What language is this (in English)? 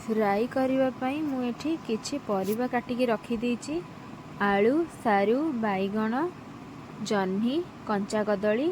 Odia